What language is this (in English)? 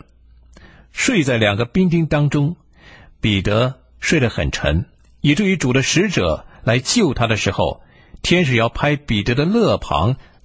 Chinese